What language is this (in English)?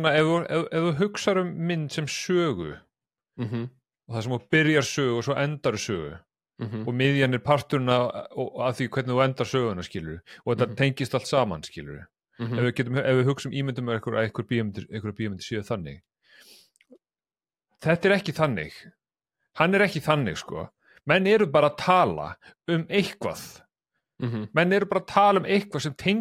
Icelandic